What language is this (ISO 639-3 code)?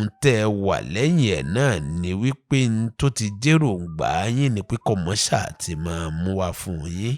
yor